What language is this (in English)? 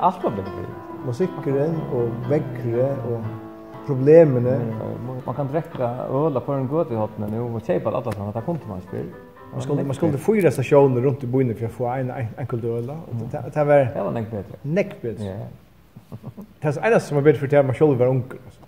Faroese